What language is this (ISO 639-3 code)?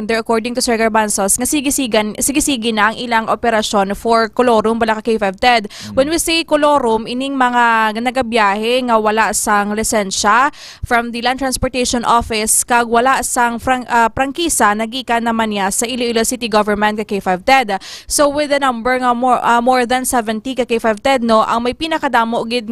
hil